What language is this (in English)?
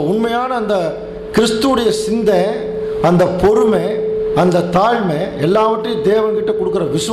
Tamil